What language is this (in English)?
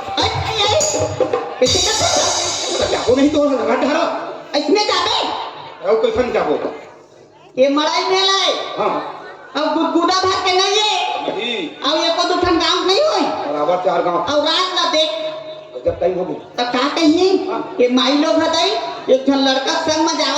Chhattisgarhi